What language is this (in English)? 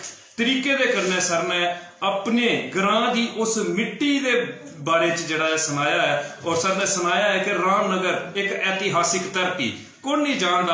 Dogri